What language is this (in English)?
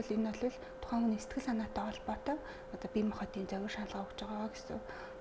Mongolian